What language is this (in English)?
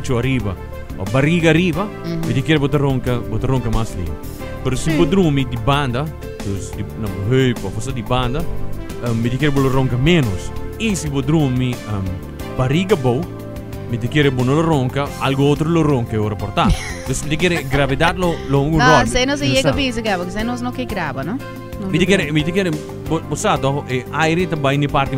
Papiamento